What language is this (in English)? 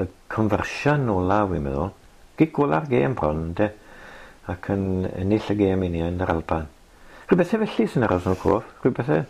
Welsh